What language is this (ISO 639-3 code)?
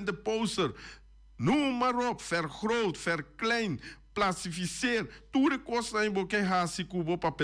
pap